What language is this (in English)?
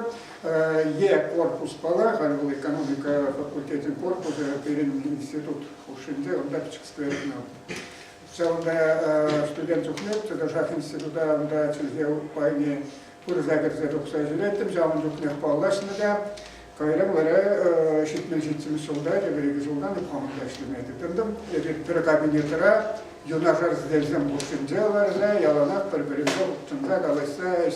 Chuvash